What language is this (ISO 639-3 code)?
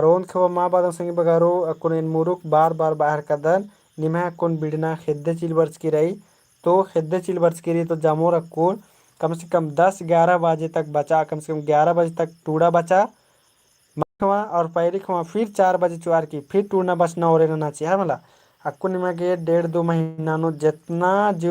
kru